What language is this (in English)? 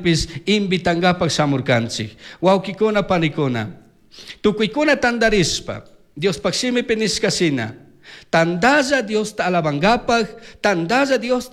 Chimborazo Highland Quichua